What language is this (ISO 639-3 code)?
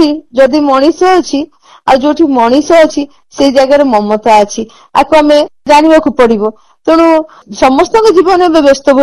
ori